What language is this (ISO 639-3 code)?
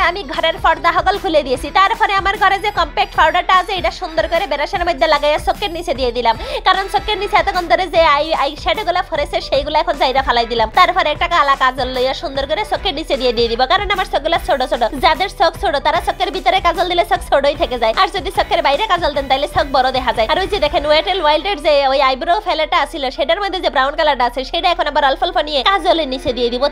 ben